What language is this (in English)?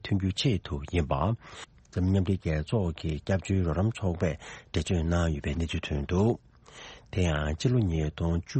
Tibetan